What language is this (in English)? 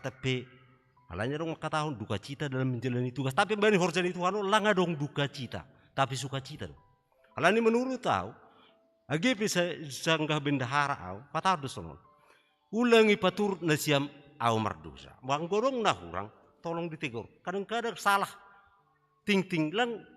Batak Simalungun